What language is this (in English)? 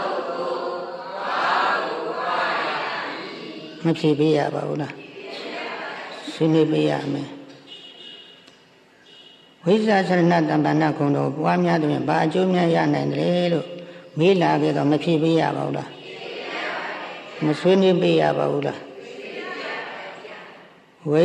Burmese